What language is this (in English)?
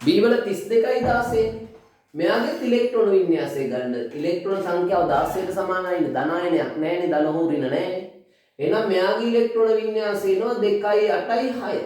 Sinhala